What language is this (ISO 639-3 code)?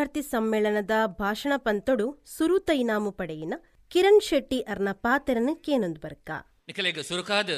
tcy